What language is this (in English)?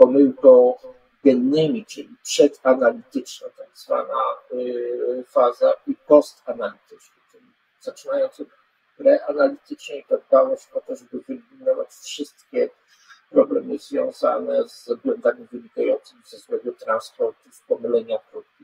Polish